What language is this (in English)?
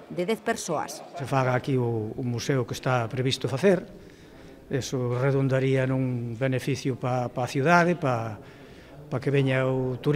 Galician